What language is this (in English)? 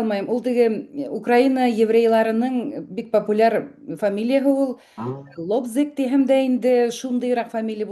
Bashkir